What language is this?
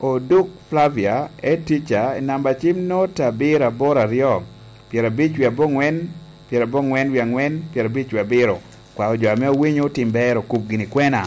Lango (Uganda)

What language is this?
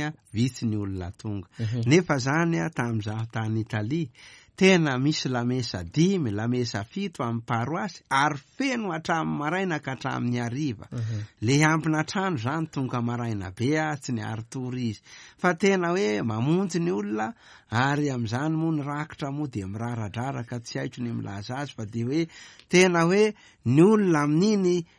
Malagasy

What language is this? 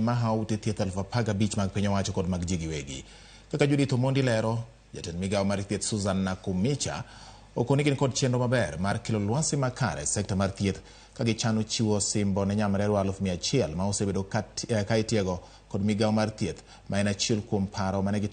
Luo (Kenya and Tanzania)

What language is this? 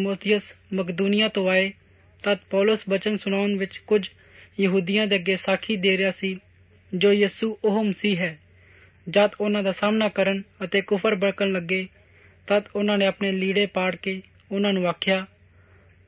Punjabi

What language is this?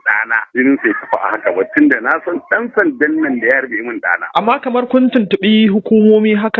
Hausa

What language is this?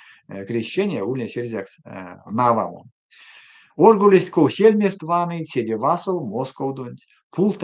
Erzya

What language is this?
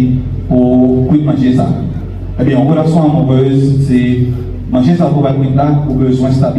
Haitian Creole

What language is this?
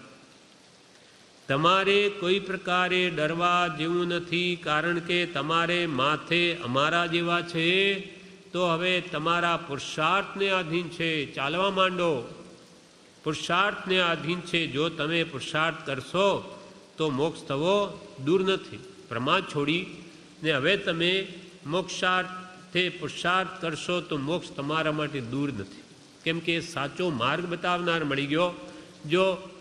Gujarati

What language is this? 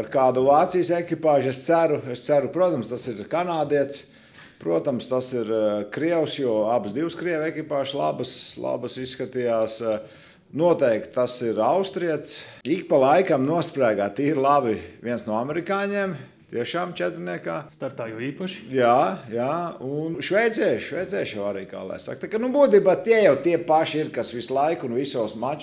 Latvian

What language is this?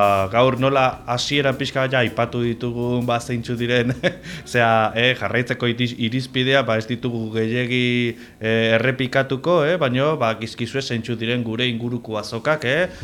Basque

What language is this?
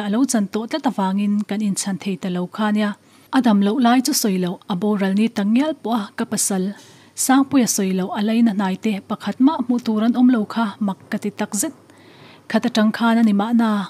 Mizo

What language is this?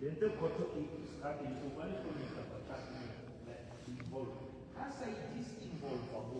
Southern Sotho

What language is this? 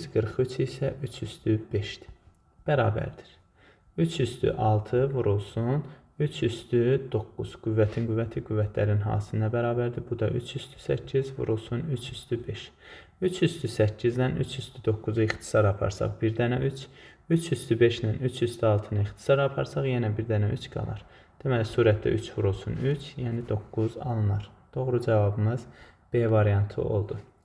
Azerbaijani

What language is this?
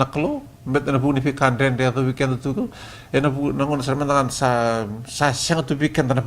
Fijian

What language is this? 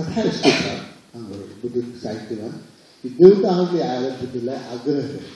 Nepali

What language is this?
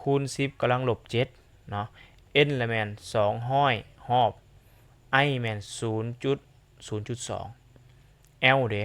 Lao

